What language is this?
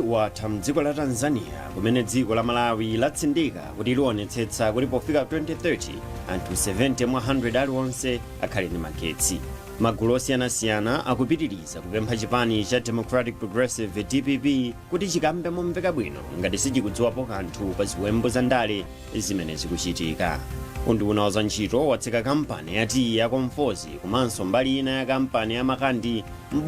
Nyanja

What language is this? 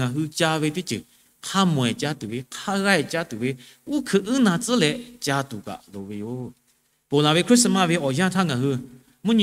Lahu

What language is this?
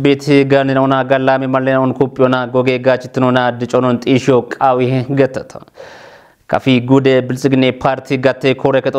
Kafa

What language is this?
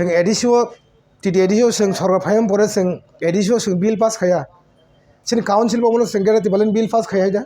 Kok Borok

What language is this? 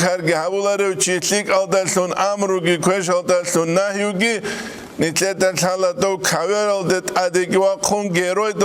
Avaric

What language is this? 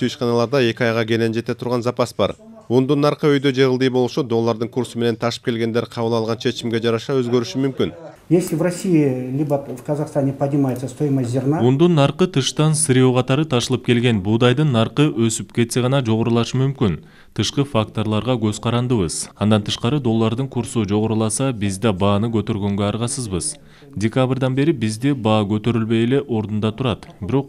Kyrgyz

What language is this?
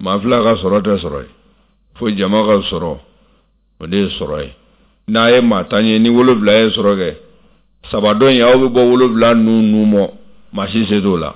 Bambara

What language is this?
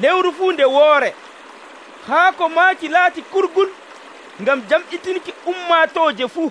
Nigerian Fulfulde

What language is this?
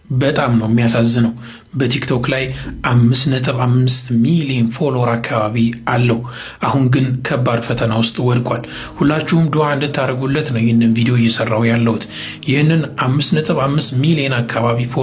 Amharic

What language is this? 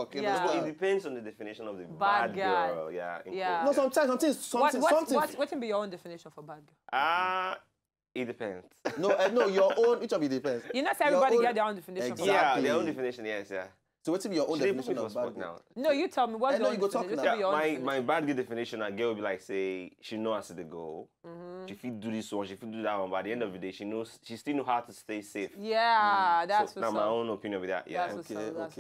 Nigerian Pidgin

